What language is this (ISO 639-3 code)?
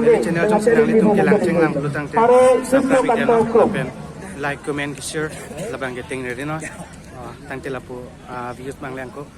mjw